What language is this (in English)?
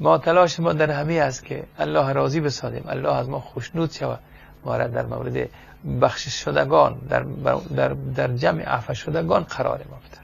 Persian